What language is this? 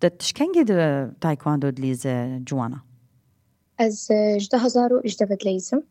Kurdish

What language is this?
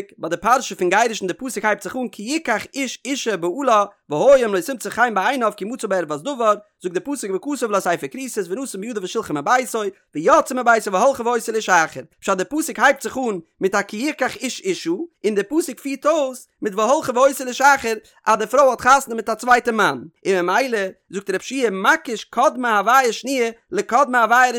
Yiddish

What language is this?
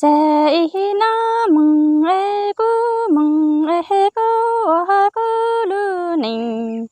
Hmong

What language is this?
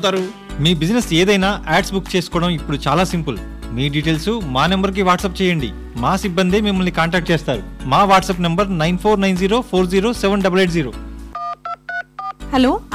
Telugu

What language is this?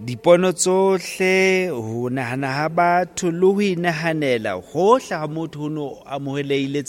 Southern Sotho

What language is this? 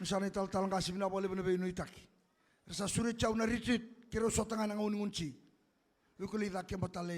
Fijian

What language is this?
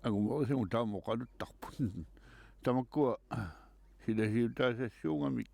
Kalaallisut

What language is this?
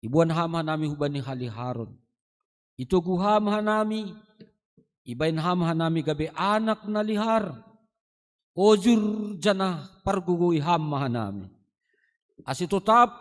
Batak Simalungun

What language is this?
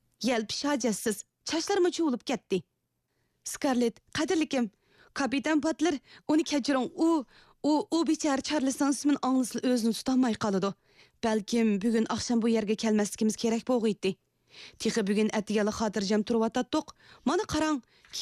Uyghur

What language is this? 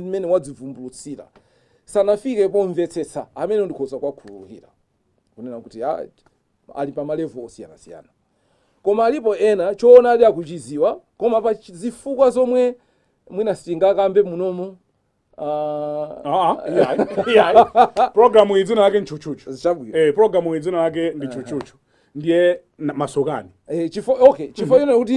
Nyanja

